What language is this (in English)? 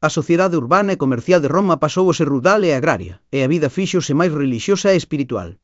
Galician